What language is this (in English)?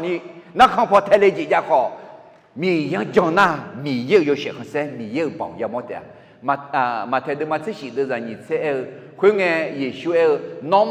Akha